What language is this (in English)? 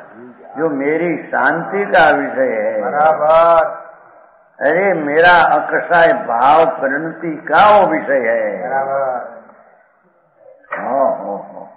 Hindi